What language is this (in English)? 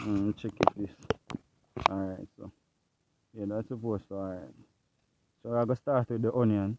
Jamaican Creole English